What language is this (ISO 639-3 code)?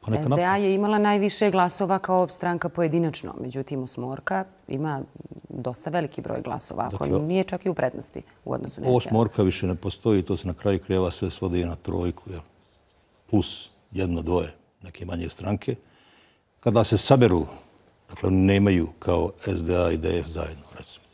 bos